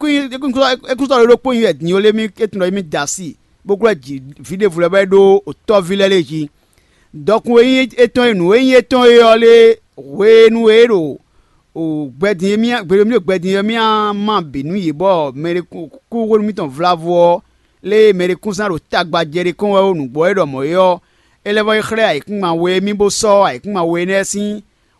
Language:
Fon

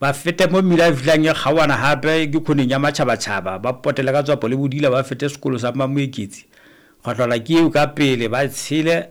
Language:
Southern Sotho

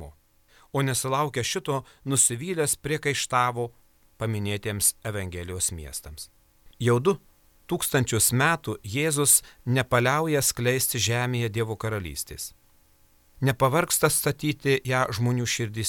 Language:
Lithuanian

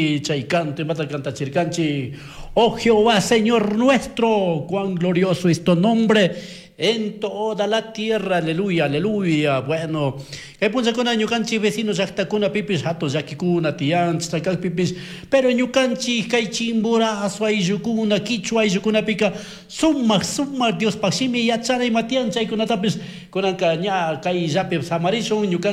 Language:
Chimborazo Highland Quichua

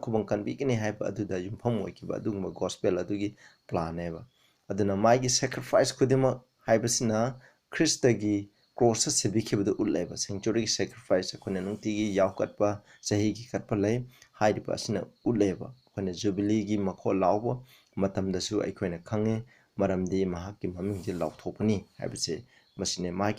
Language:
Manipuri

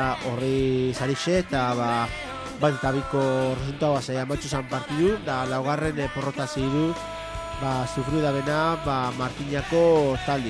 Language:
Basque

